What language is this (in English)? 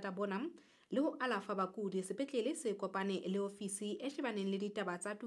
Southern Sotho